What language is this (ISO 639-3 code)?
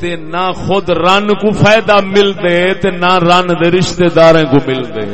skr